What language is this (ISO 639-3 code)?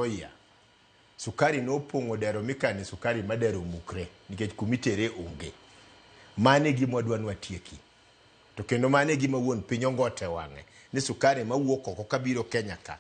luo